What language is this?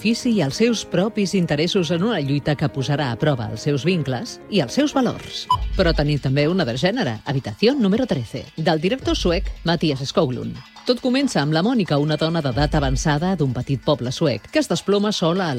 Catalan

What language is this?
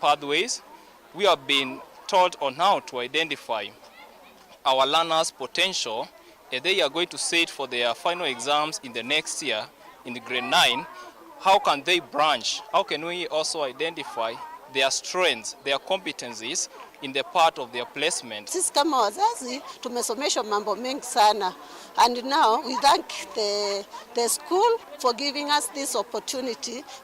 Kamba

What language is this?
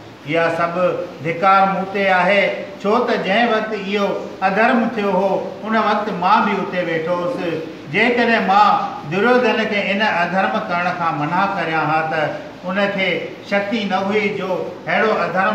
Sindhi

